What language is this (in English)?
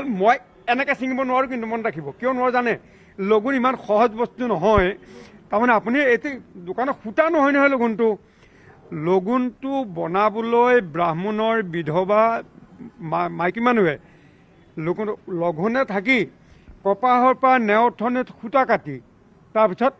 Assamese